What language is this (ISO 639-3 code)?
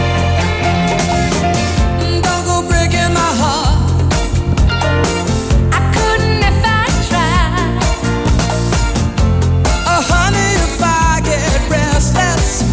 eng